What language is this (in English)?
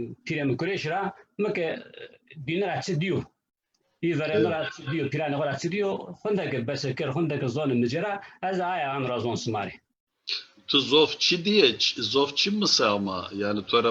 Zaza